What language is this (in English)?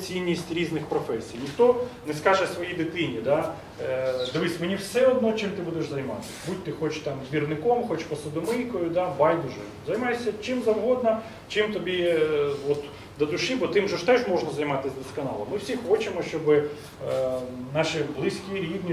Ukrainian